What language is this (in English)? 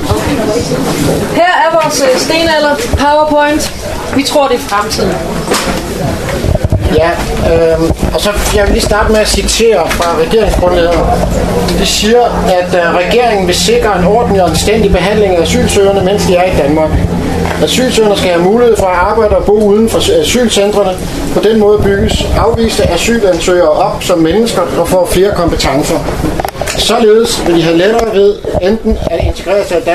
Danish